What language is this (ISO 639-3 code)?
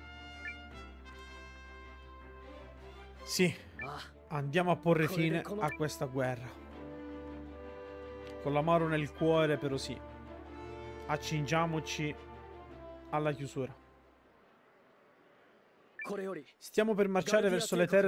ita